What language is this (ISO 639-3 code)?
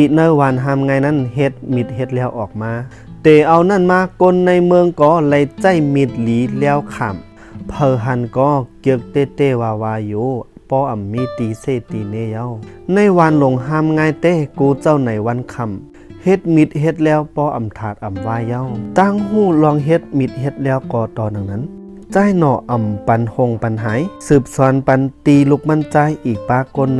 shn